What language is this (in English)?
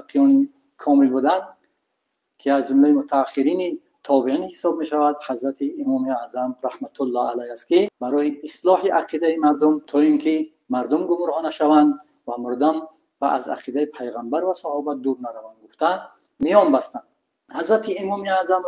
Tajik